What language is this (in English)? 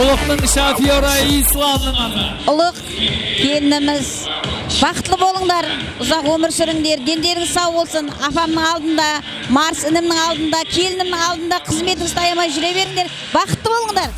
Kara-Kalpak